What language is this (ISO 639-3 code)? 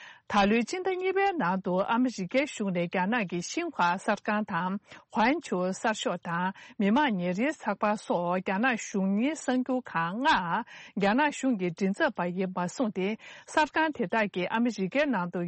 bod